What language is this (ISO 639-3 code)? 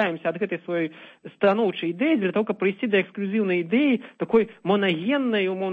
bel